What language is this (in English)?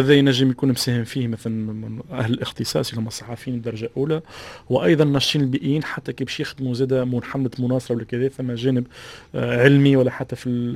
Tunisian Arabic